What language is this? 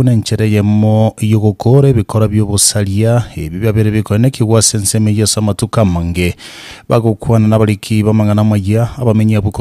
Gusii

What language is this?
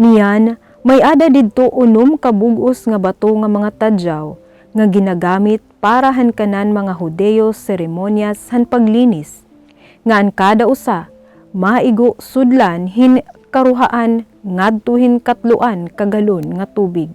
Waray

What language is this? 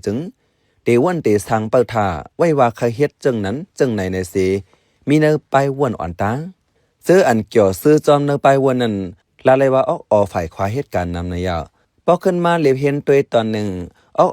Shan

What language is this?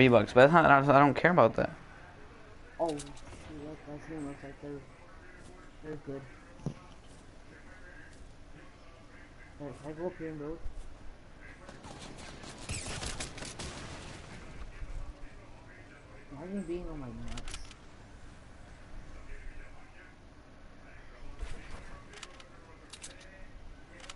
English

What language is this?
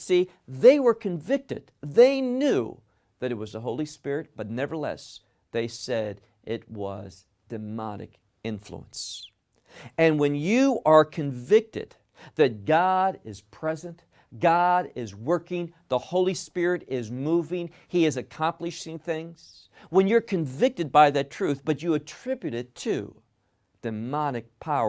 English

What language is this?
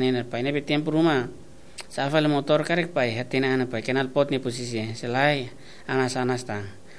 Tetum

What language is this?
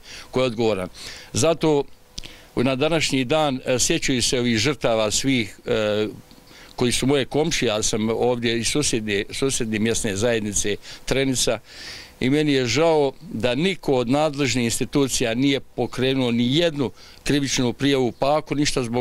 Bosnian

